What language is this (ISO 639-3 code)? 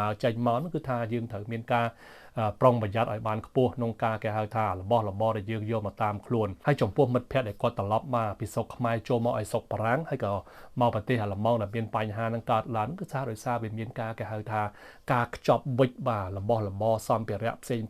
khm